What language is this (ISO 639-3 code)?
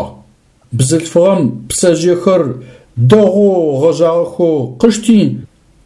ady